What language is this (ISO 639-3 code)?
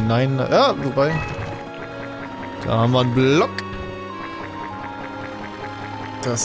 deu